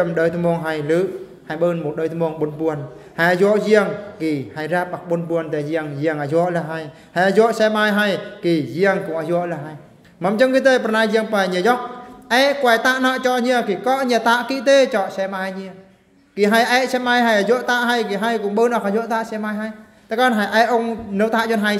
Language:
Eastern Bru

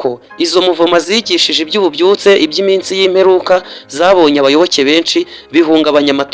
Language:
Kinyarwanda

